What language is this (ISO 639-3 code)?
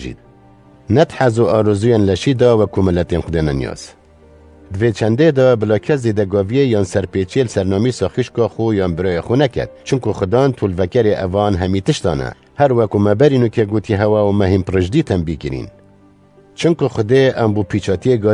kur